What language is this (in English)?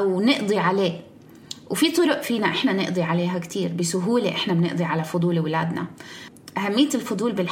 North Levantine Arabic